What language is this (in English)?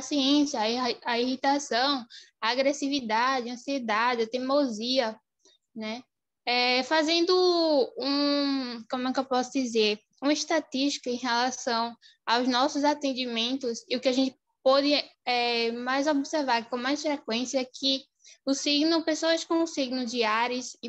Portuguese